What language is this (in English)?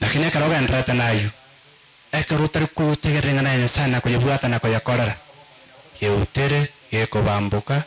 Gusii